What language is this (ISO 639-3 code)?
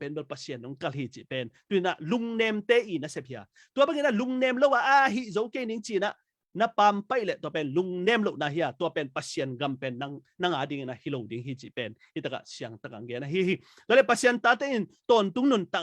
ctd